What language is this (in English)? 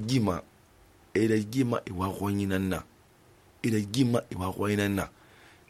Susu